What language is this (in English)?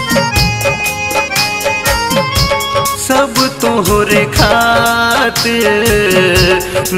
Bhojpuri